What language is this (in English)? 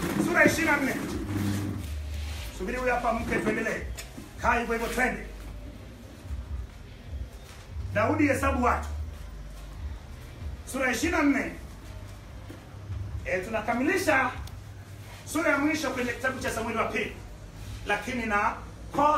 Swahili